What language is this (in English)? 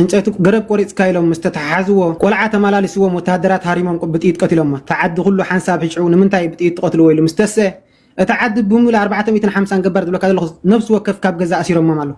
Tigrinya